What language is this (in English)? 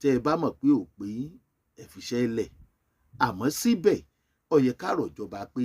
Yoruba